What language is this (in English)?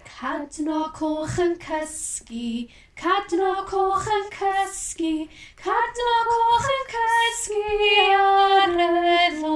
Welsh